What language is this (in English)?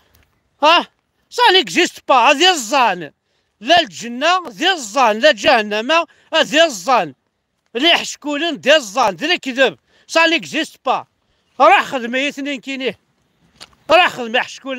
Kabyle